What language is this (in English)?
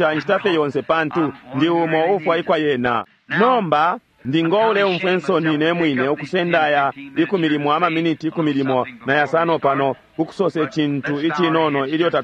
Bemba